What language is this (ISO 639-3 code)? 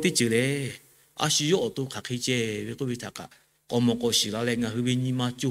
lhu